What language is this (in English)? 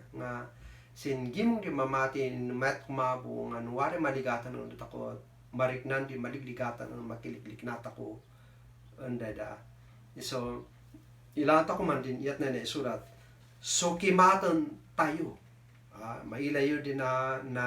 Kankanaey